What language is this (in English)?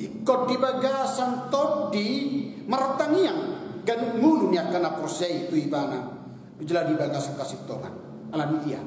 Batak Toba